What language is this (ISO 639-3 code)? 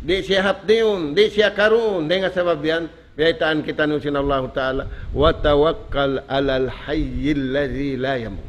tsg